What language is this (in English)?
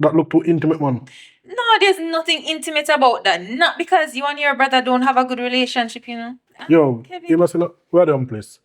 Jamaican Creole English